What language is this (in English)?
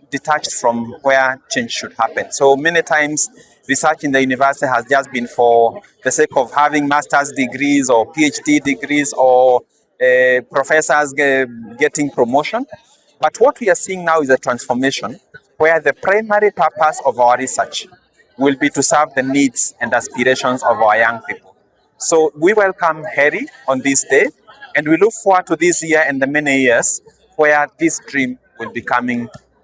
Gusii